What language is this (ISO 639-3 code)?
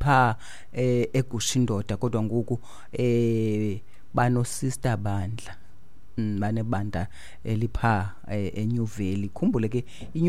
xho